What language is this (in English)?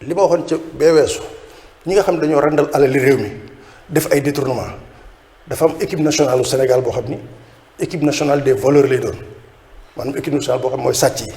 Wolof